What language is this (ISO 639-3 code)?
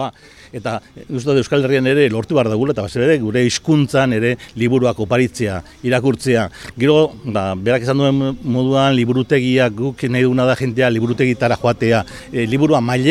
eus